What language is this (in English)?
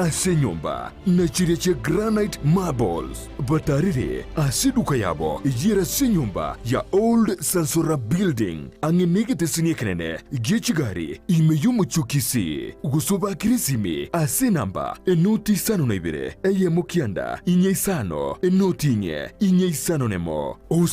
Gusii